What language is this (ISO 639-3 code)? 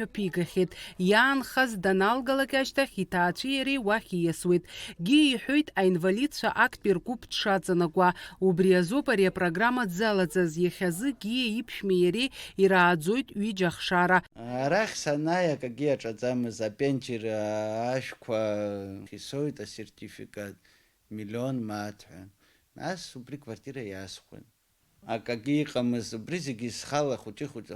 abk